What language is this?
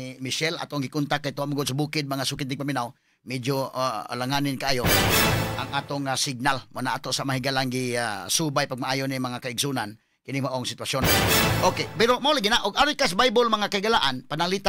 Cebuano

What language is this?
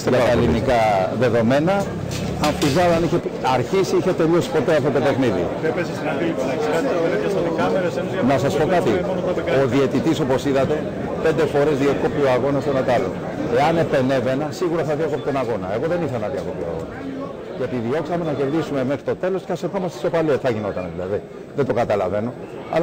Greek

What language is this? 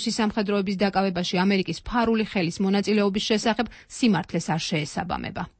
Georgian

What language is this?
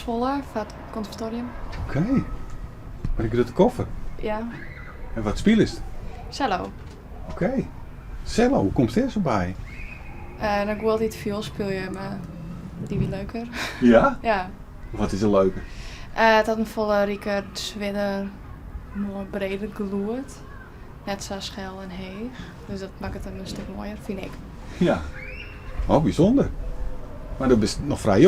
Western Frisian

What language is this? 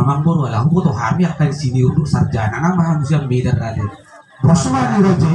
Batak Toba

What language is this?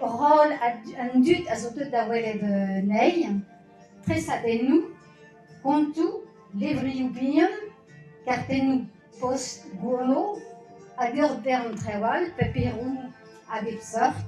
Breton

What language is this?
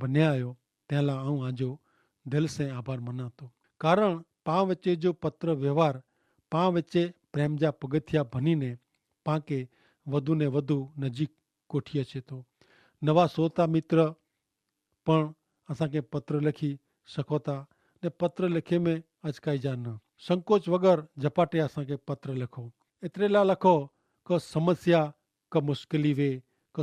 Kachhi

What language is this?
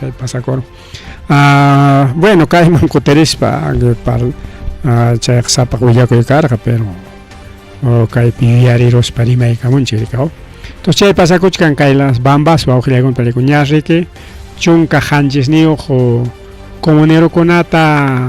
Ayacucho Quechua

